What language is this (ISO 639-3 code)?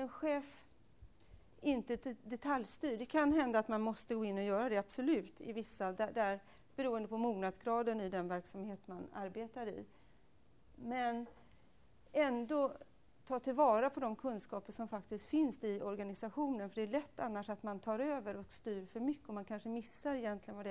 swe